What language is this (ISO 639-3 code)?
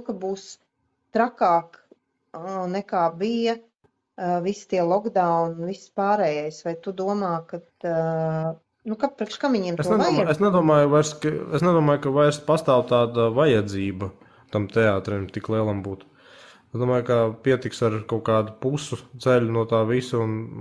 lav